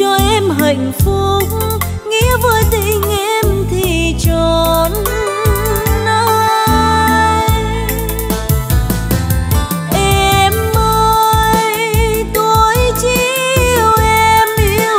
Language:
Vietnamese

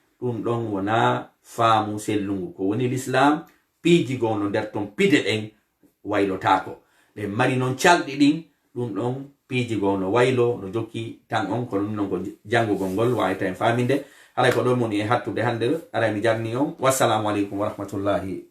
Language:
Fula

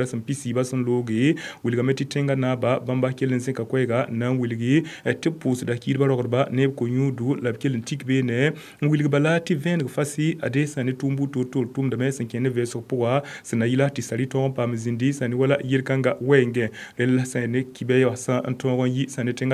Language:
Mossi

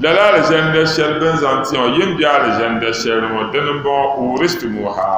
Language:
Dagbani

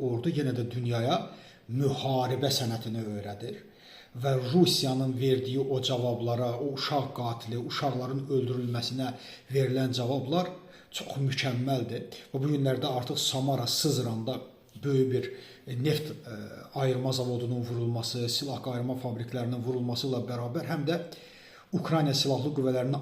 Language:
Azerbaijani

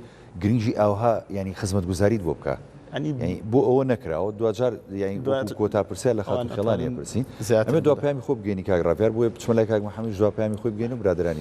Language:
Central Kurdish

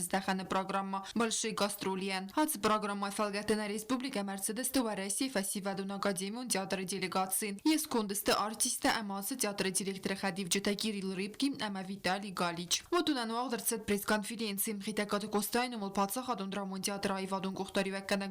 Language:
Ossetic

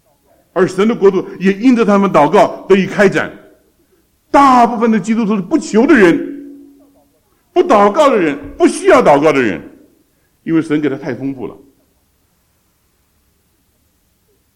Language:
Chinese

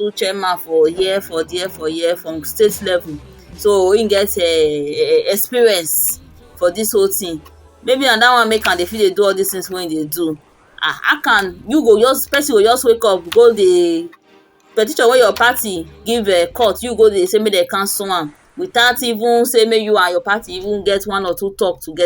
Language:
Nigerian Pidgin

